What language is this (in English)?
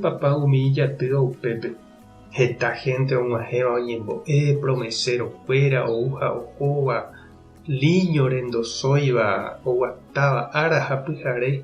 Guarani